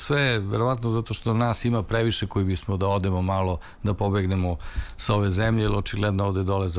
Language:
Serbian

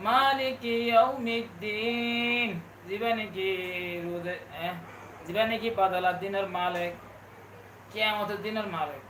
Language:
Rohingya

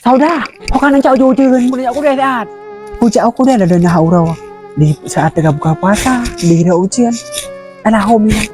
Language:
Achinese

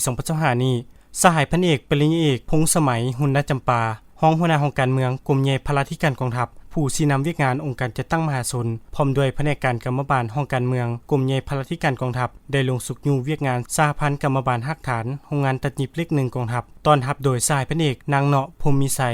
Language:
Lao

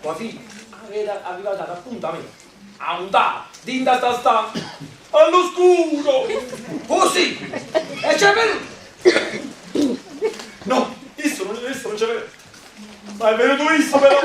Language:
Neapolitan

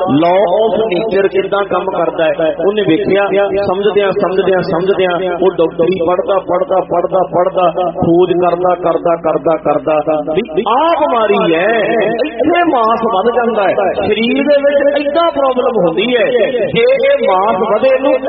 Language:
Punjabi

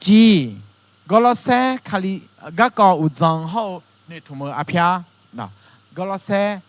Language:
Akha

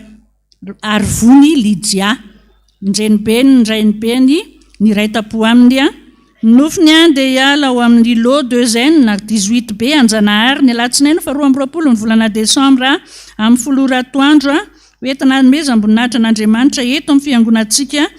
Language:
Malagasy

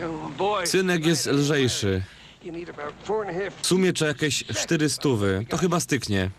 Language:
Silesian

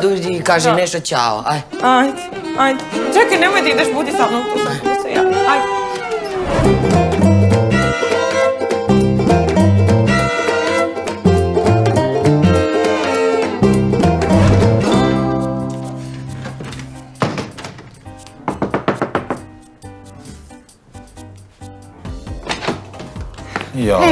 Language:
Serbian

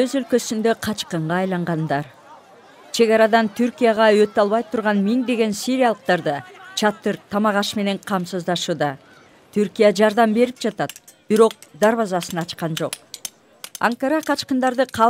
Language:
Kyrgyz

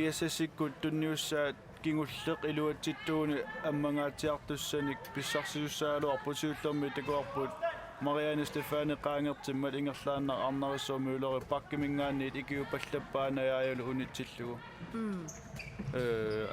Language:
Kalaallisut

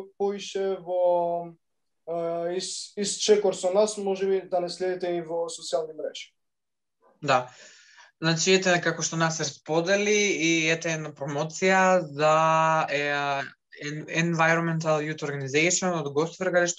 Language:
Macedonian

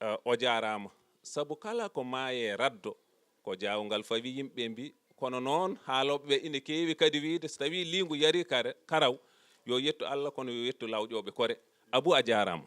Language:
Fula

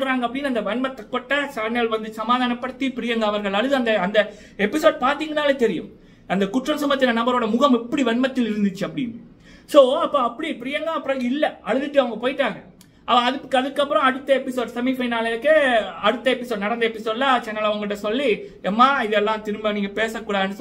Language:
Tamil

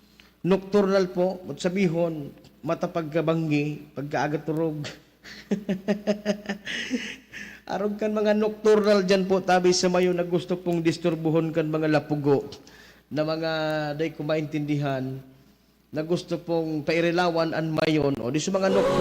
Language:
Bikol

